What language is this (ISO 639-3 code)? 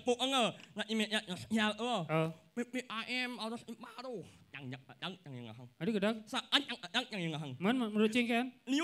ban